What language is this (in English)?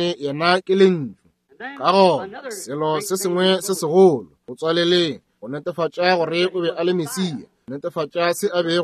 Northern Sotho